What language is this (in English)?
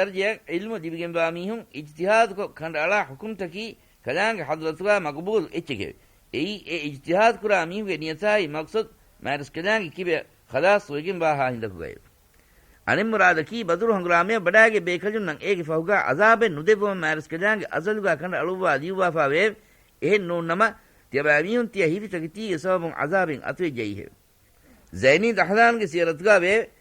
Divehi